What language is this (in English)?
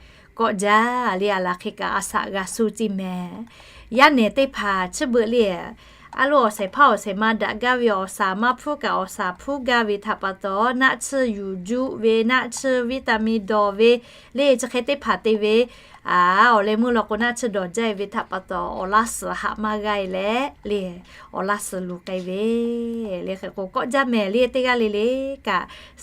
Lahu